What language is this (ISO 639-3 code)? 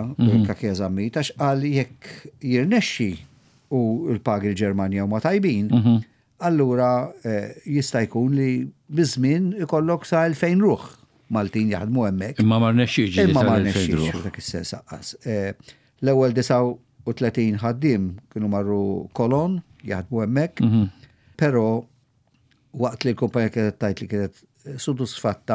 mlt